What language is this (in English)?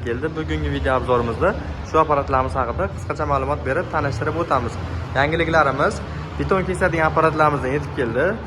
Uzbek